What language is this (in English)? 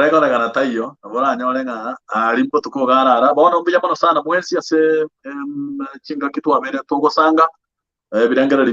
Gusii